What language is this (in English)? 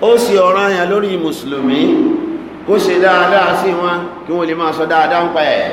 Yoruba